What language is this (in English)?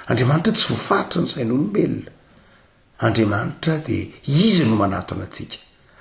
Malagasy